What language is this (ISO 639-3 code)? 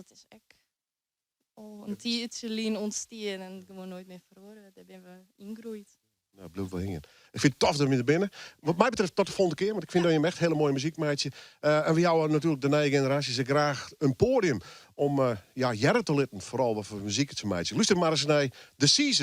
fry